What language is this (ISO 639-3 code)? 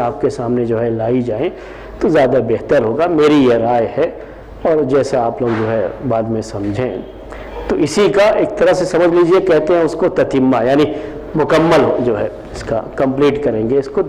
urd